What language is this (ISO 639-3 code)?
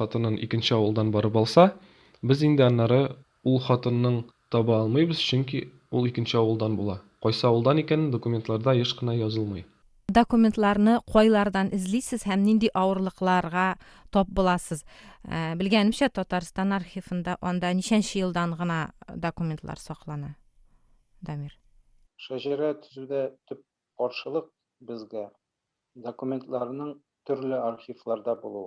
tat